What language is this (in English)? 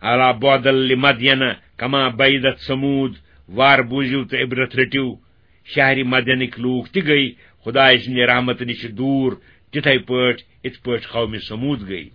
Kashmiri